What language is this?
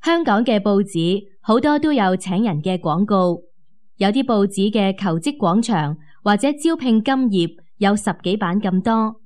Cantonese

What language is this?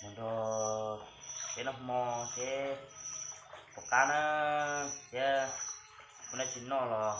Hmong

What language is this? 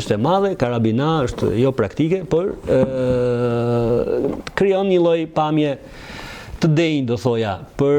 Albanian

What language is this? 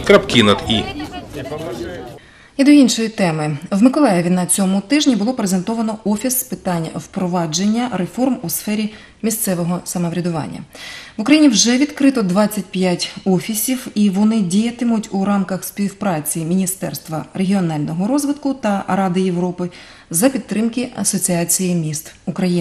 Ukrainian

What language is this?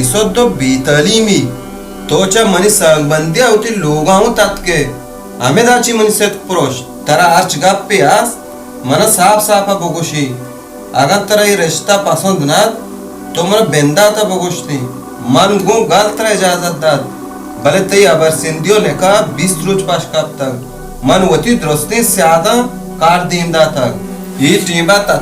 Baluchi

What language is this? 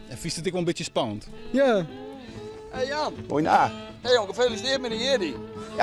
Western Frisian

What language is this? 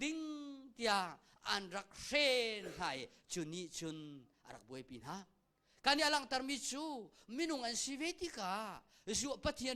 Hakha Chin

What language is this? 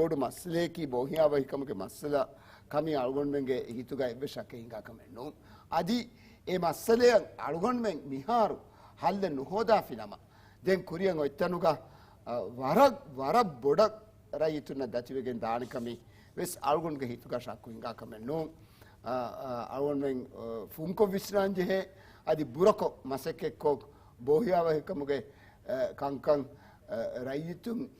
Divehi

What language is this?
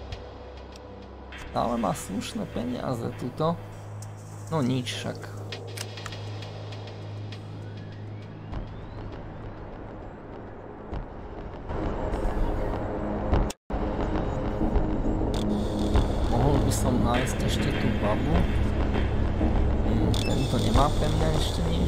Slovak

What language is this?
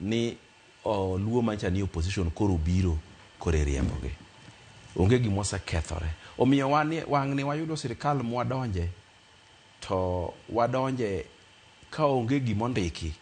Luo (Kenya and Tanzania)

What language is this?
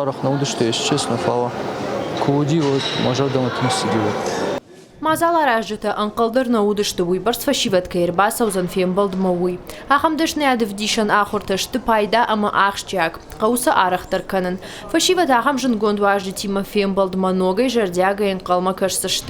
Ossetic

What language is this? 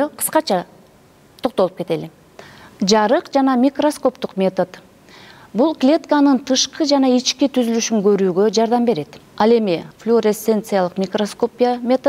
Kyrgyz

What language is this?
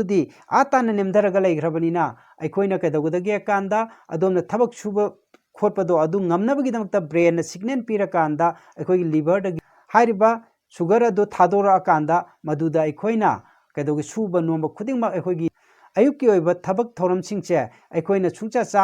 Manipuri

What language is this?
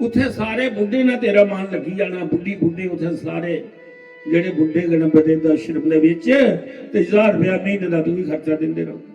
Dogri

